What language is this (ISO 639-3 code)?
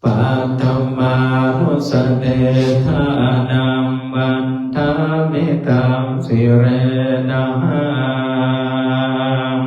pli